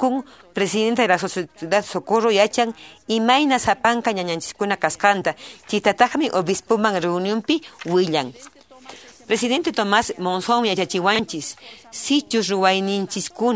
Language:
Quechua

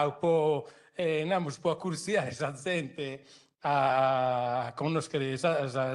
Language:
Sardinian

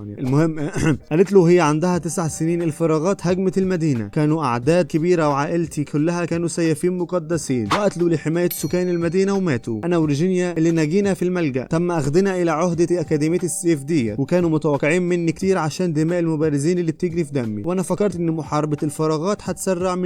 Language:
Egyptian Arabic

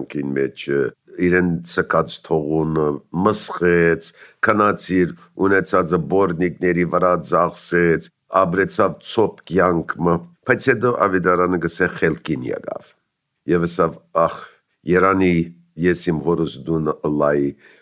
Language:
Armenian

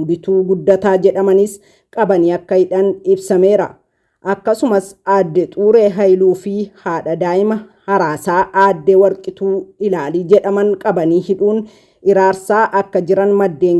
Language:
Oromo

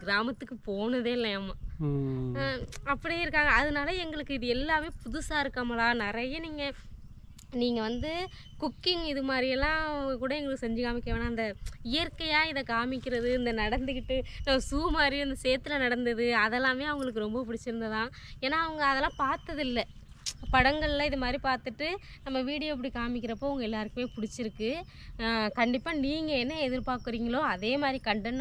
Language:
Tamil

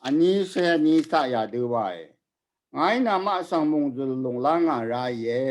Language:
Rawang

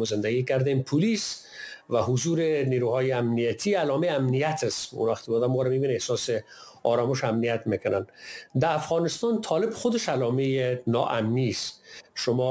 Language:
Persian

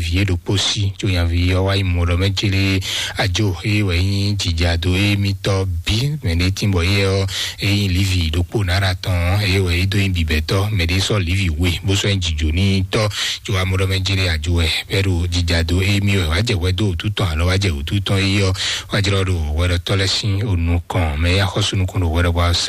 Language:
Fon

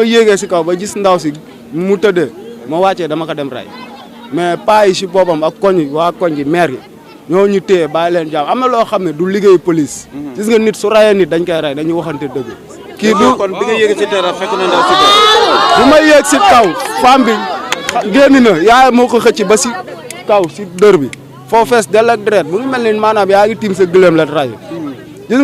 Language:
Wolof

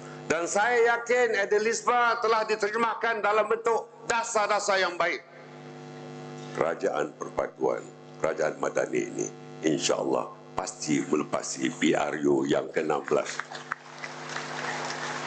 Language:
Malay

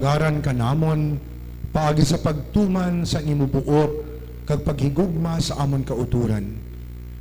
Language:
Hiligaynon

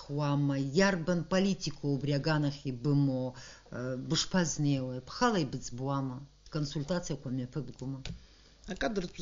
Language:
Abkhazian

